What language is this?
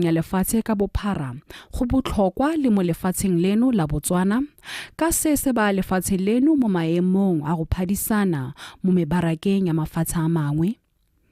Tswana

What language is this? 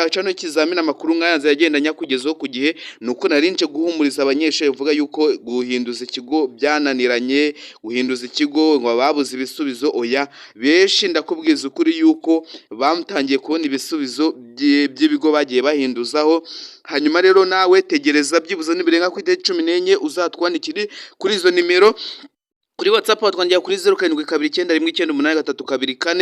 Kinyarwanda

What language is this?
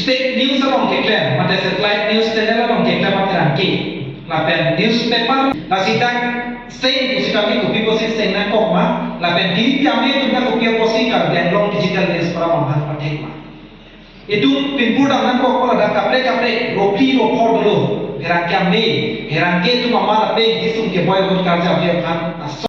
Karbi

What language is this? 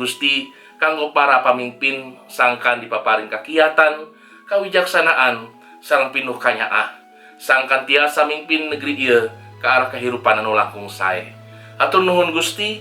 Sundanese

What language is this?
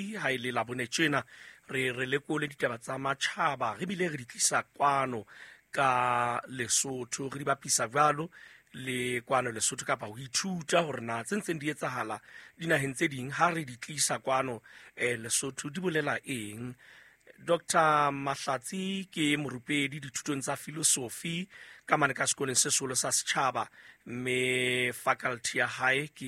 Southern Sotho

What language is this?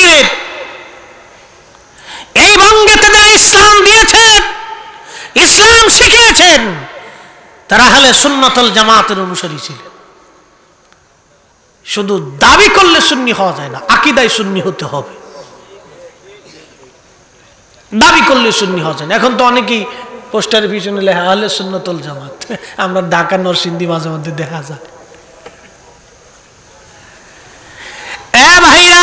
Bangla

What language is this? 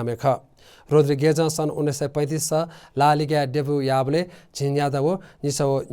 Newari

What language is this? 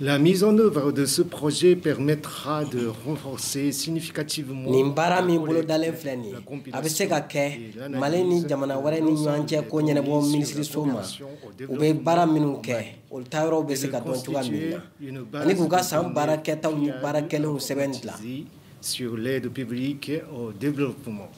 Bambara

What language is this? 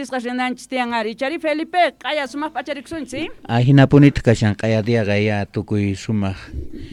Quechua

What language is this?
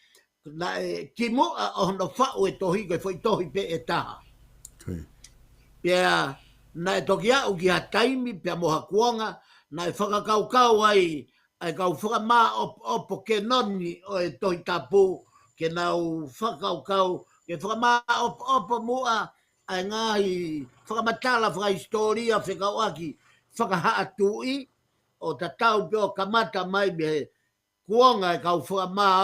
Tongan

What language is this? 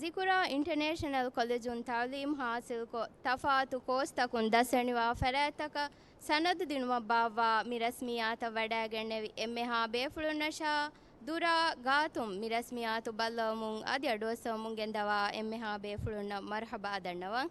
Divehi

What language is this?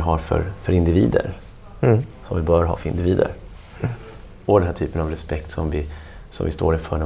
Swedish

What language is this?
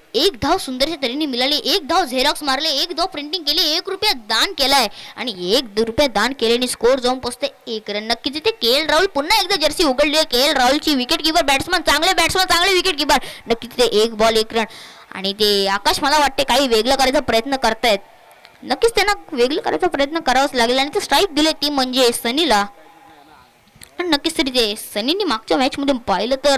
Marathi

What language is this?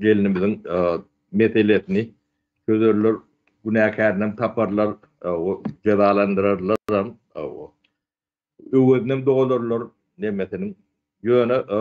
Turkmen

